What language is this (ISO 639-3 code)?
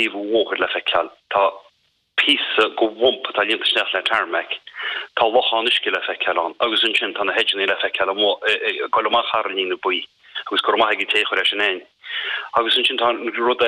gle